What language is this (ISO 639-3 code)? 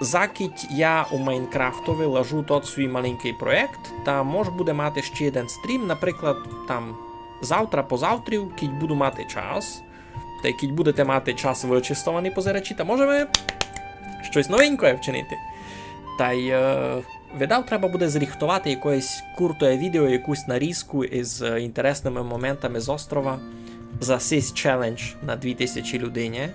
rue